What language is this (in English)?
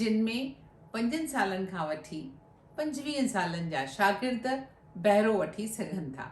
Sindhi